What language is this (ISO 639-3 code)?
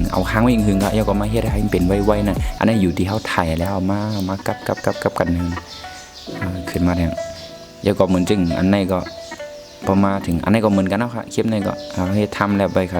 shn